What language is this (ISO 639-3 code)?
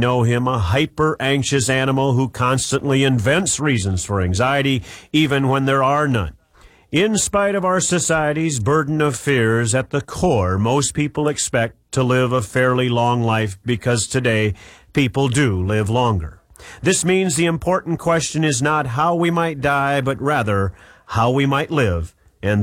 eng